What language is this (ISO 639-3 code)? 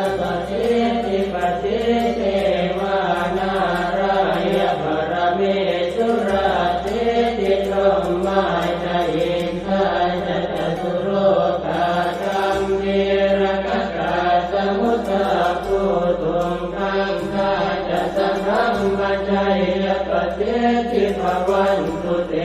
pli